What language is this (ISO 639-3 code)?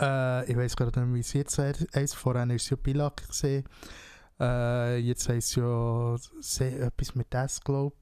gsw